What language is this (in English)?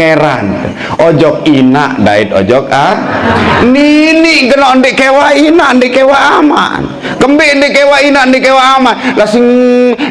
Sasak